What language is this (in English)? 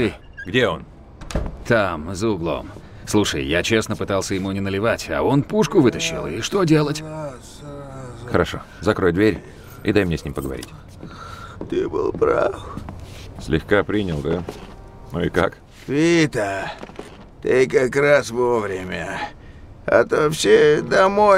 Russian